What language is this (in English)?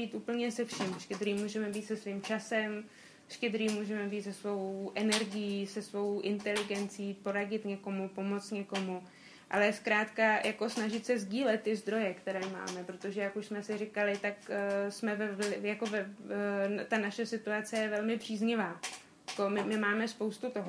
Czech